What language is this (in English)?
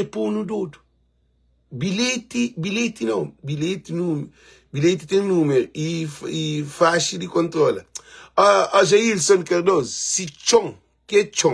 Kabuverdianu